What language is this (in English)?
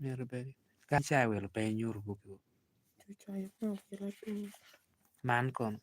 Lango (Uganda)